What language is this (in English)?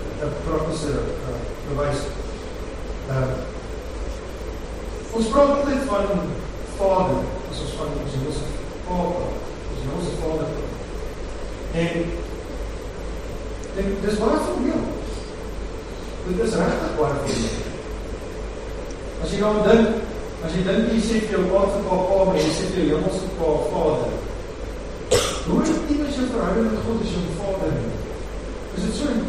Afrikaans